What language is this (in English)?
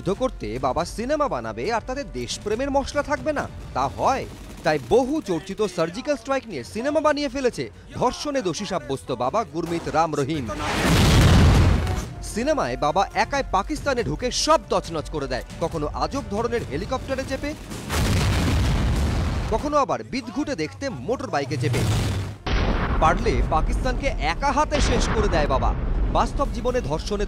Bangla